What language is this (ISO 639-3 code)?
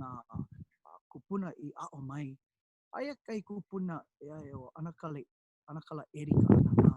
haw